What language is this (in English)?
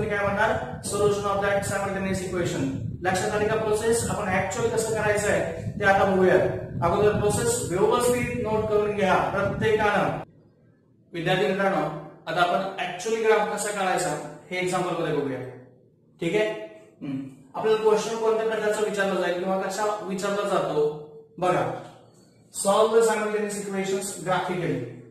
Marathi